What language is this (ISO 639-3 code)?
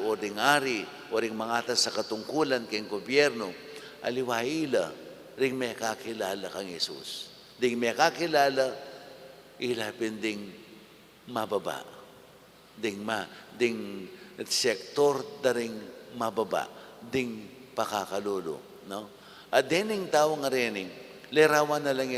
pam